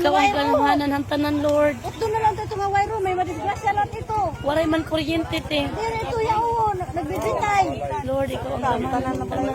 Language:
Waray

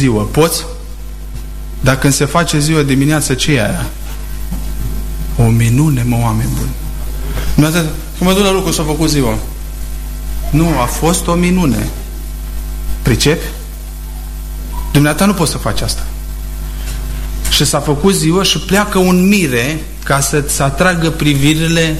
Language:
Romanian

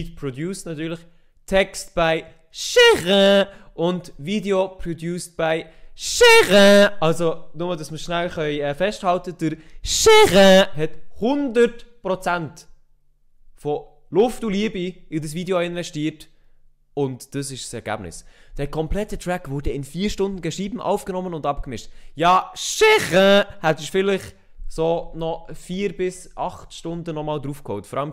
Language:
Swiss German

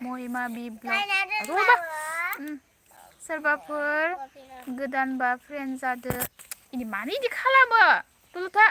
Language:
Bodo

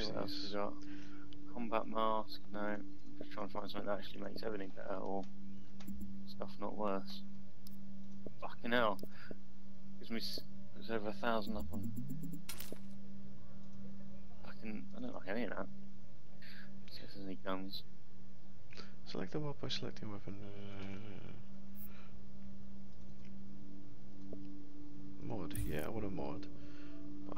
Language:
English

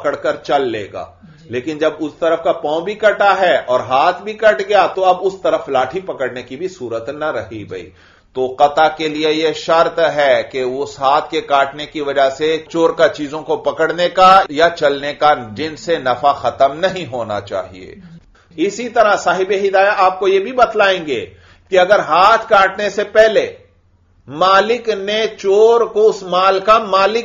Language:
Urdu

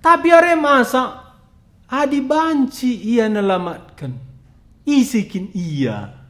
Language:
Batak Karo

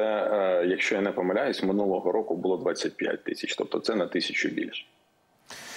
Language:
Ukrainian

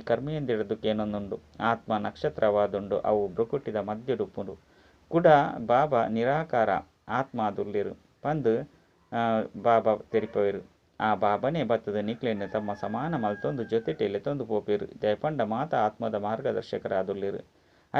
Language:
Tulu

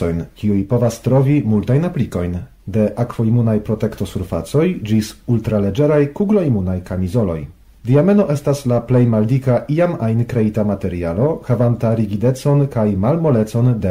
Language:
Esperanto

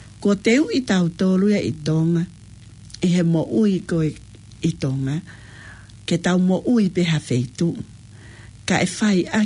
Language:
Tongan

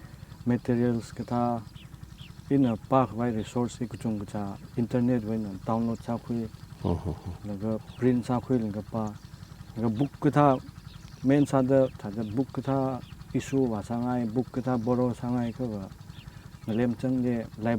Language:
Tangkhul Naga (India)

